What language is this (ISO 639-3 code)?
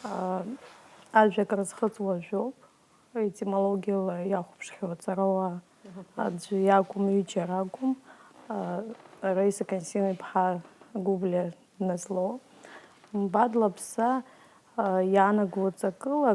abk